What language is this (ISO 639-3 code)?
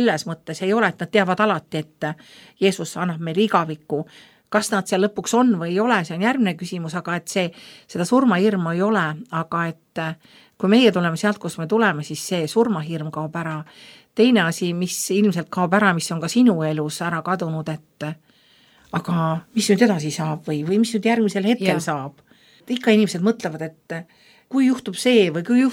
est